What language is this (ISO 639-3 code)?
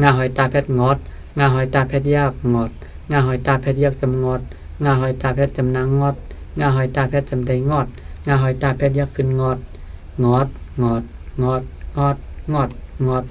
shn